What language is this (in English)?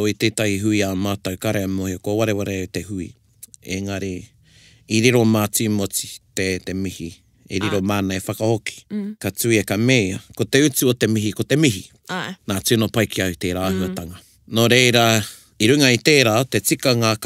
Māori